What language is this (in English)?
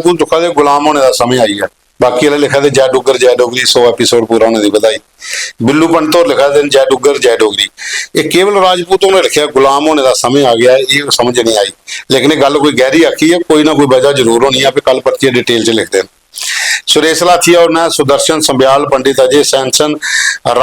Dogri